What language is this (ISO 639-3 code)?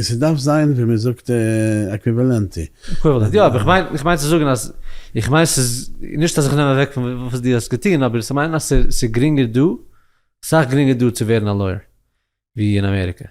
yid